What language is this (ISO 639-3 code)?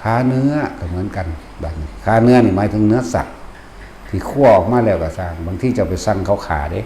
tts